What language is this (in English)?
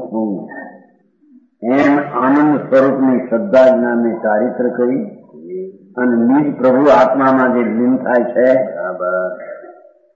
Gujarati